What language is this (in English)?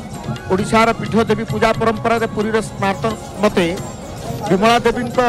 Odia